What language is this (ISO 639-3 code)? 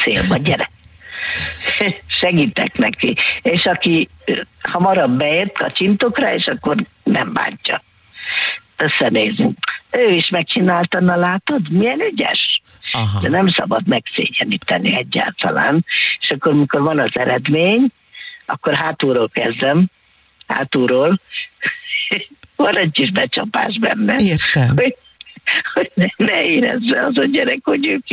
hun